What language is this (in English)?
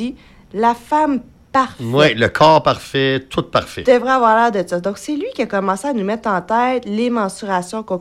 French